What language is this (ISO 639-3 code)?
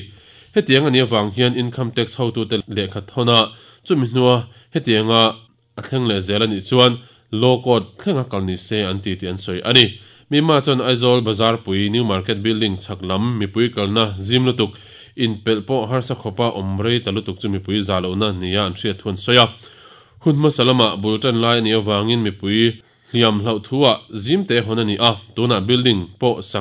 lus